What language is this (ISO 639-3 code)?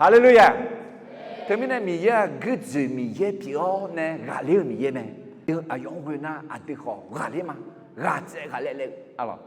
ahk